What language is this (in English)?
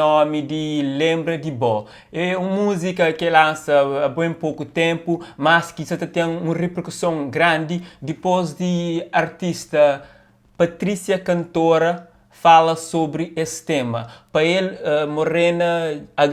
Kabuverdianu